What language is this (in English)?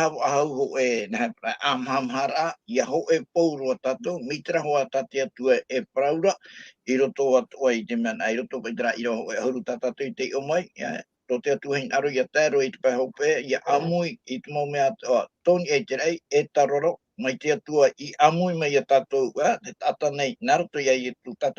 Tahitian